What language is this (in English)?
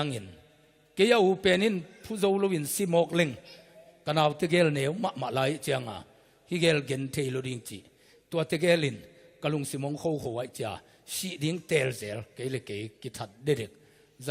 Tedim Chin